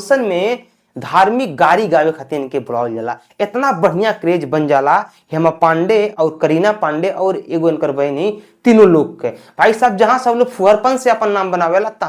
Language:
Bhojpuri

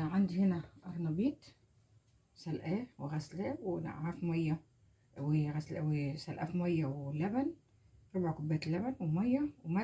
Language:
Egyptian Arabic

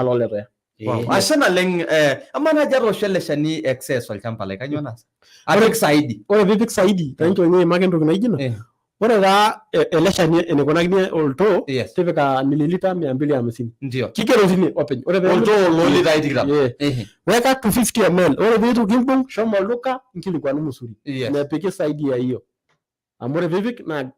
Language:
Masai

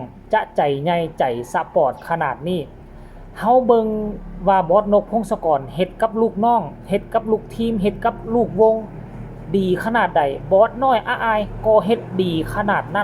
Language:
Lao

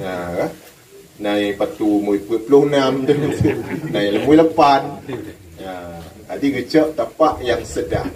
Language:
Achinese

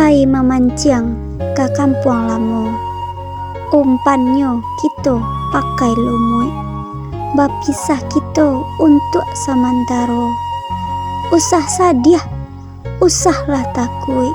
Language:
Minangkabau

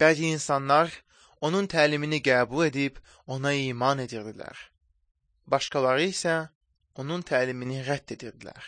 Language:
Azerbaijani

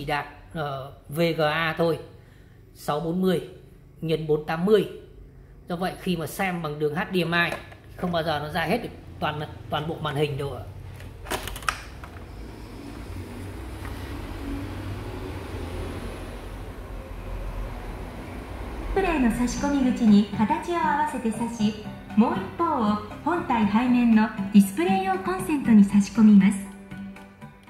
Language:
Vietnamese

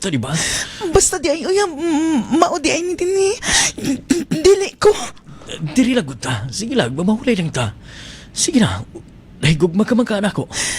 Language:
Cebuano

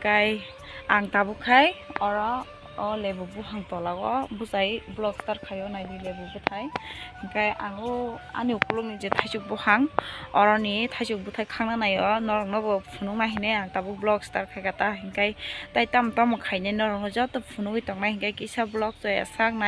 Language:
Kok Borok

